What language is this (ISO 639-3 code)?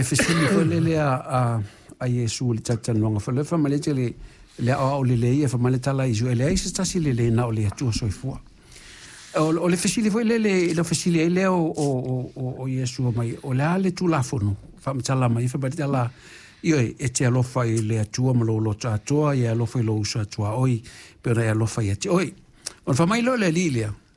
smo